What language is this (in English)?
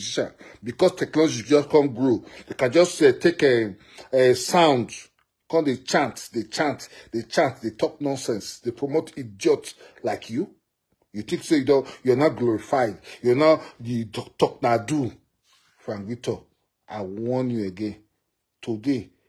Nigerian Pidgin